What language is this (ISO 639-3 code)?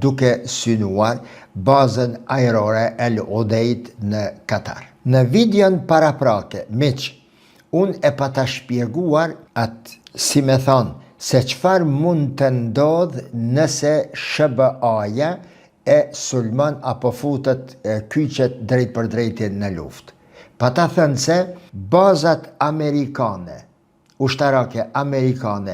sqi